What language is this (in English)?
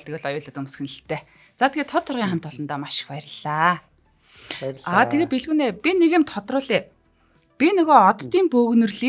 Mongolian